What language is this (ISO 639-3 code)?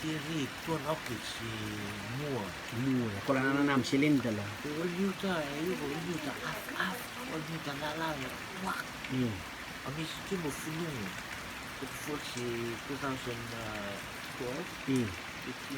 rtm